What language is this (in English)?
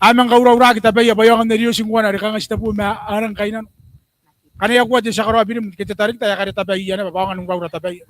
Gilbertese